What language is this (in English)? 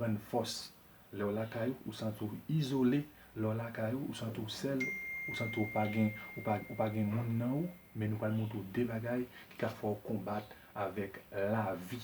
Haitian Creole